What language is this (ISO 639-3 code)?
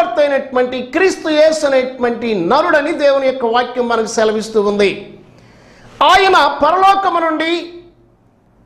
tel